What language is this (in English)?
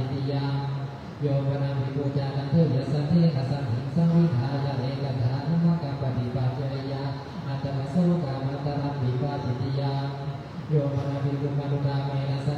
Pali